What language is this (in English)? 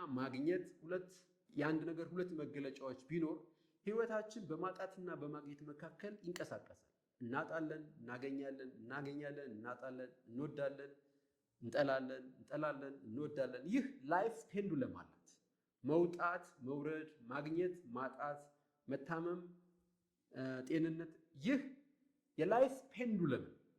Amharic